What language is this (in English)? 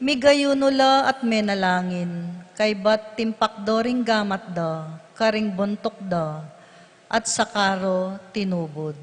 Pampanga